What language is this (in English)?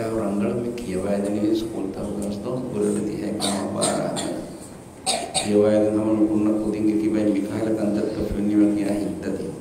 Divehi